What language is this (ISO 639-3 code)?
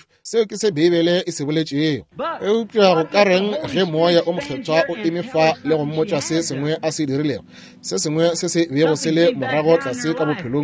nso